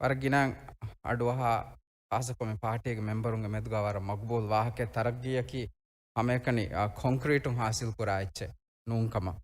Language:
Divehi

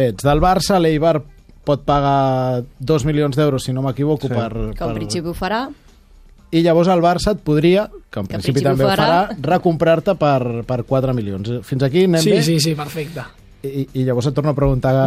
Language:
Catalan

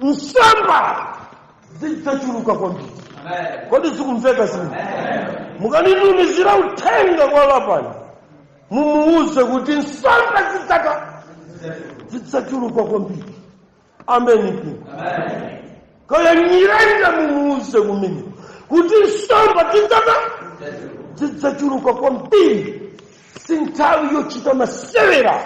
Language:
Nyanja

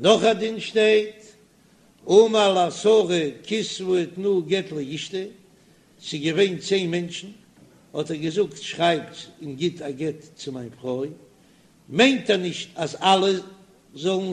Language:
Yiddish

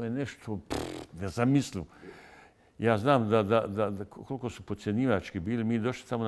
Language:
Bosnian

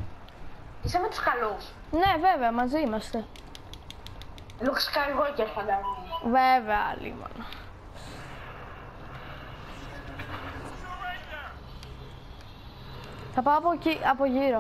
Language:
Greek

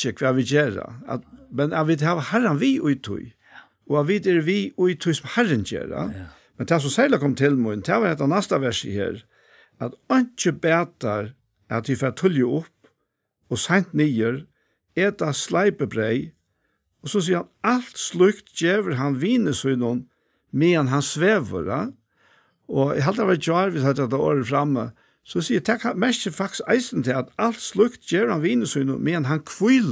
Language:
Faroese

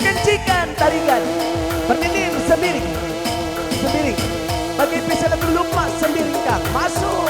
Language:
Batak Karo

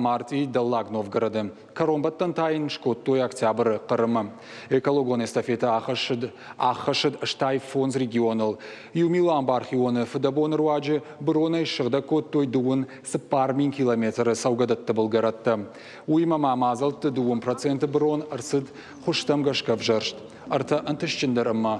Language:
Ossetic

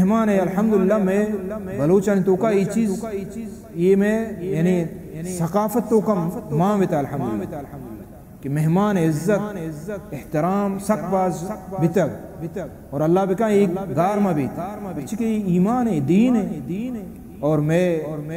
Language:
Baluchi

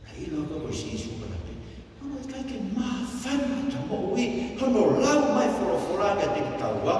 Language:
Tongan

